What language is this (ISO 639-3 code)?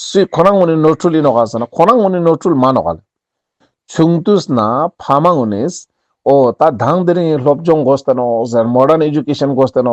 lbj